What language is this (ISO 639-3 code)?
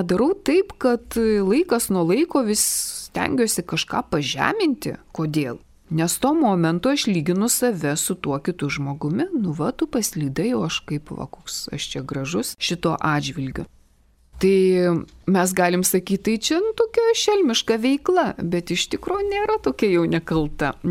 lit